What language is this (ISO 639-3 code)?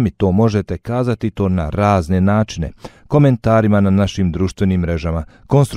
bos